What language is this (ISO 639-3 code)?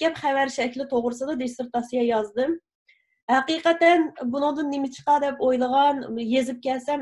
uig